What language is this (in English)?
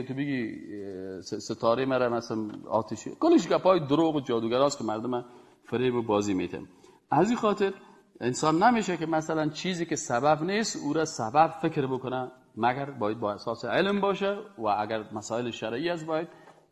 Persian